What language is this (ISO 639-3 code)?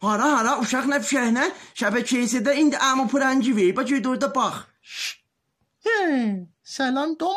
azb